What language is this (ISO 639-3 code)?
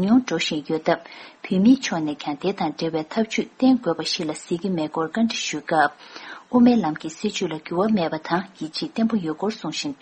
bod